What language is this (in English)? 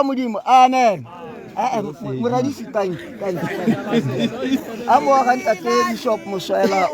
Tswana